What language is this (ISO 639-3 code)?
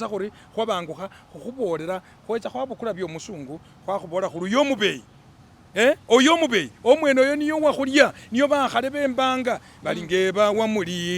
myx